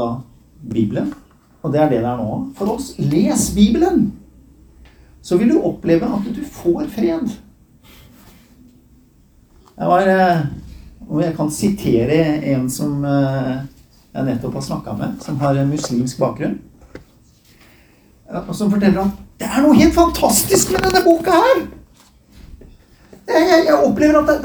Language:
Norwegian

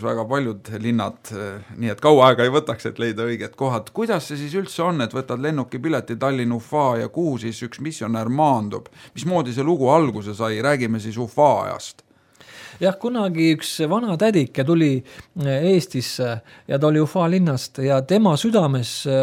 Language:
Estonian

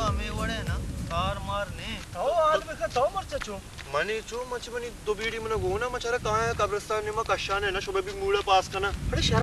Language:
Baluchi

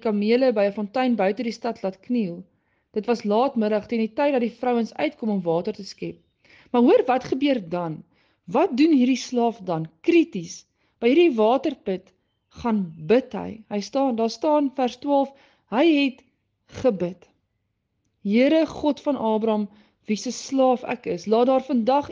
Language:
Afrikaans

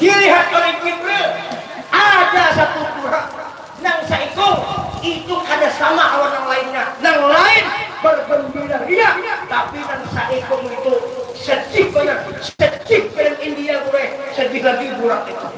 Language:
Banjar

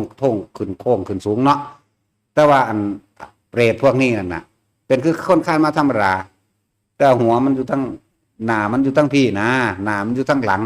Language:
Northeastern Thai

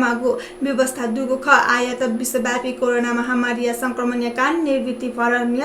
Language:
Newari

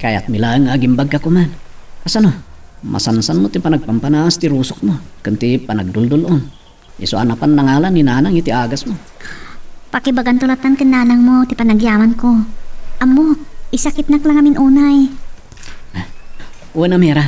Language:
Iloko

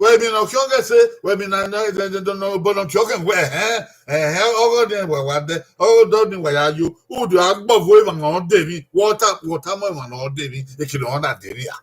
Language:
Bini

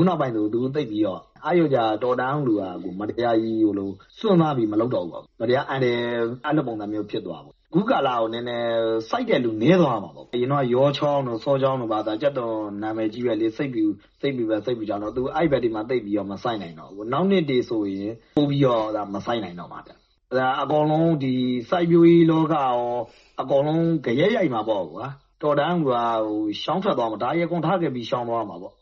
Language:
Burmese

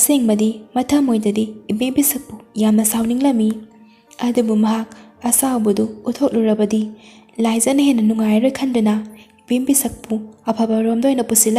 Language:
Manipuri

